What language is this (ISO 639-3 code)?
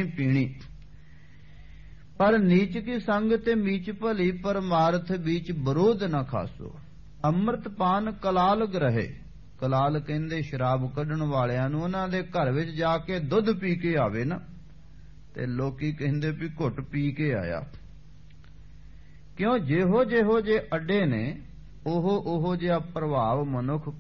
pan